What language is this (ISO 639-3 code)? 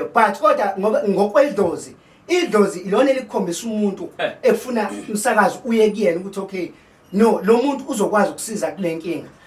zul